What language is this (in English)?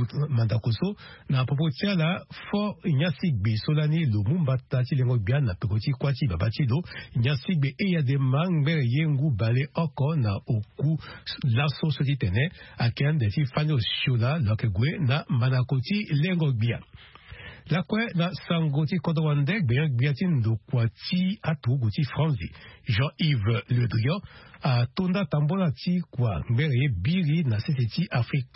Sango